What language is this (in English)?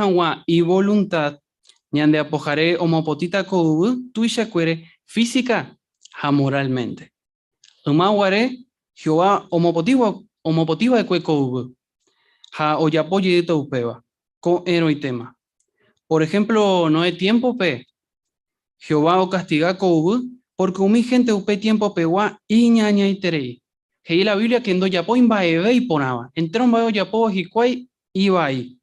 Guarani